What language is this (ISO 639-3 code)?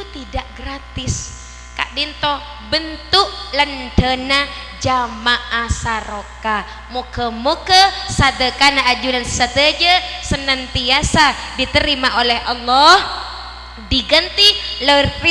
mad